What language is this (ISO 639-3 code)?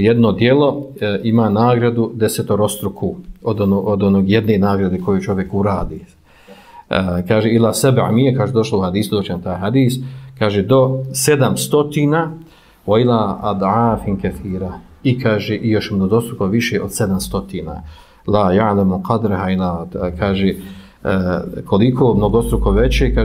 bos